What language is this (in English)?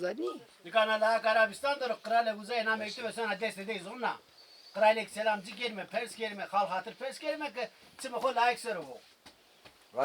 Zaza